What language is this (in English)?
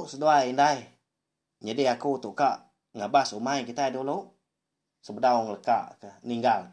Iban